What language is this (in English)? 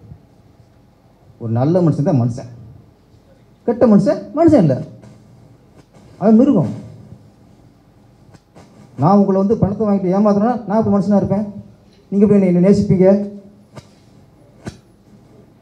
Tamil